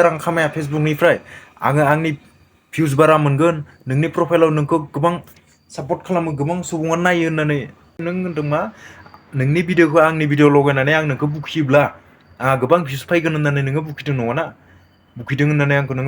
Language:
Bodo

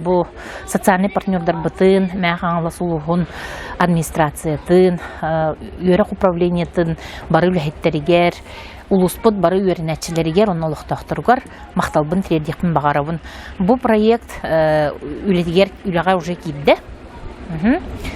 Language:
Yakut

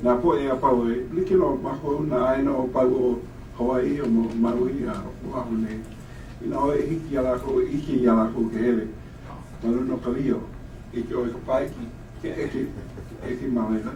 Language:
Hawaiian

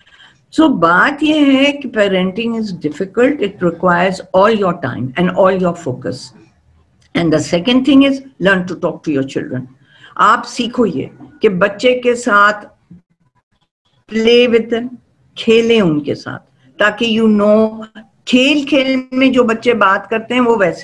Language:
Urdu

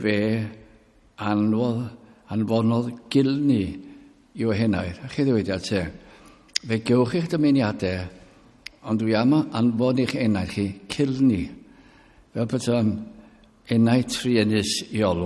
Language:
Welsh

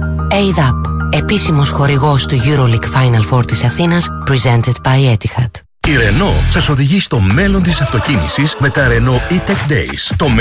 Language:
Greek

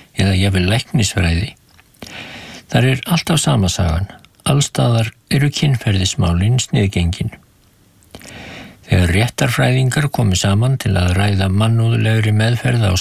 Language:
Icelandic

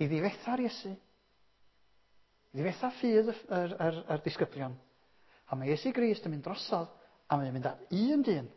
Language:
Welsh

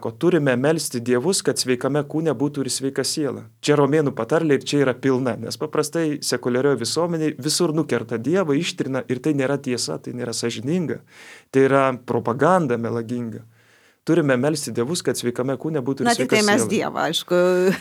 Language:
Lithuanian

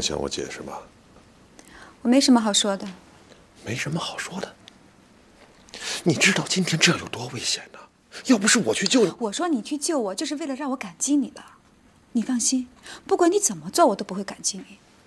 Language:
Chinese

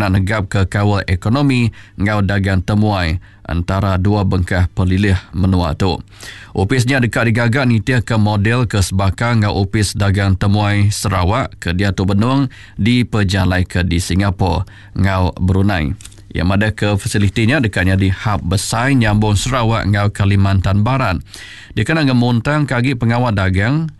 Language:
Iban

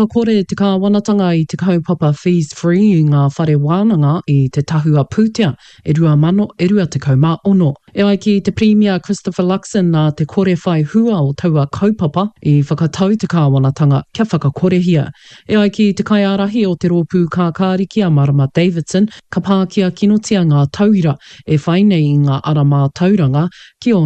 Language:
Māori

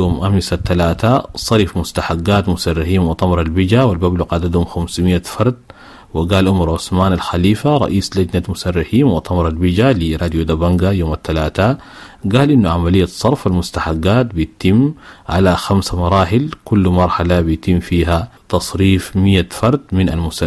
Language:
Sudanese Arabic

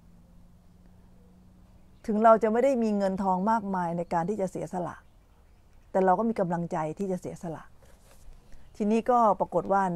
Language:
Thai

